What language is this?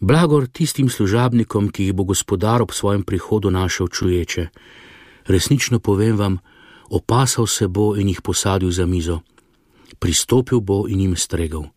Slovenian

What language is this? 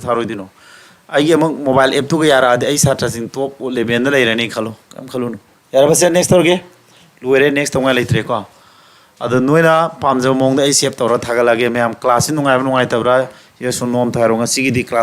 Manipuri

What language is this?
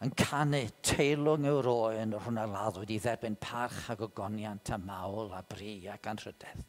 Welsh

